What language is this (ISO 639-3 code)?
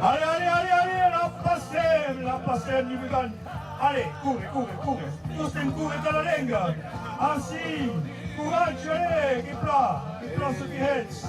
oci